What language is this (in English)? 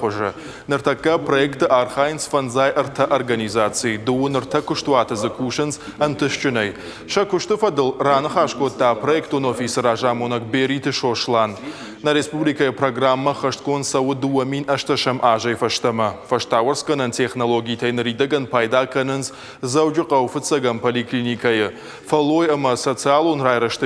Ossetic